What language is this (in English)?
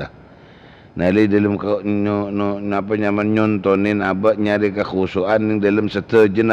Madurese